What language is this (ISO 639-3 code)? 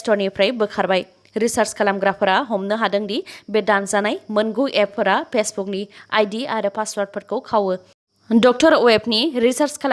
brx